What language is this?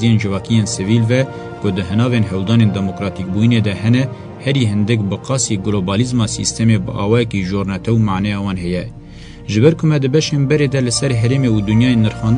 Kurdish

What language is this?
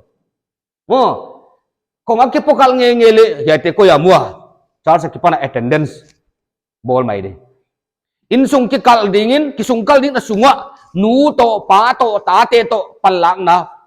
Paite Chin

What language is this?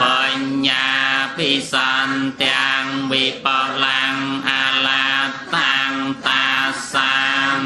Khmer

